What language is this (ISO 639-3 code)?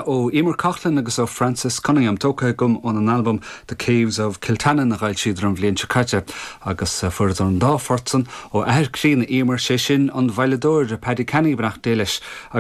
gle